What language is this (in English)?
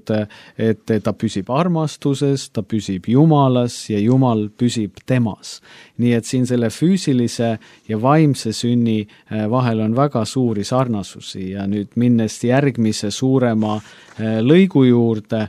Estonian